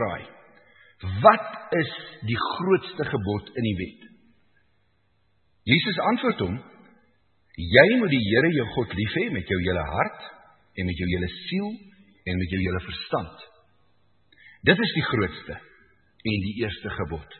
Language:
Afrikaans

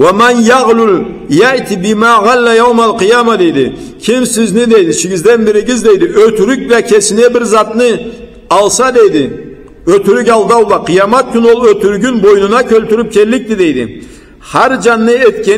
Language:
Karachay-Balkar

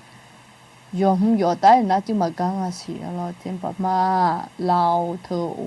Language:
Akha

